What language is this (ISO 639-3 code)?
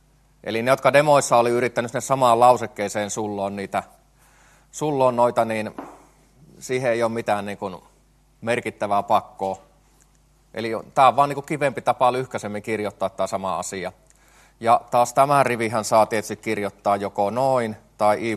fin